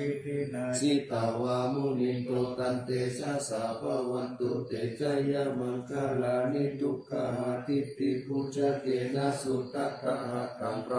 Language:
Pali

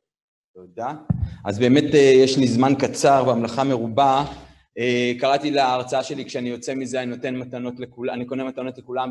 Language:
Hebrew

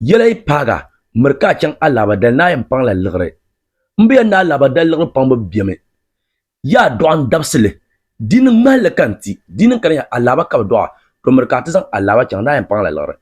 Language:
Dagbani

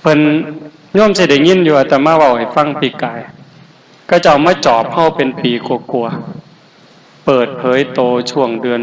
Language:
Northeastern Thai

